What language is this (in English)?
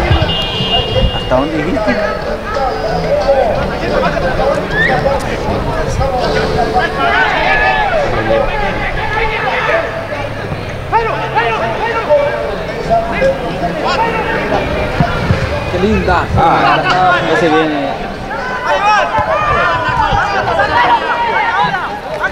Spanish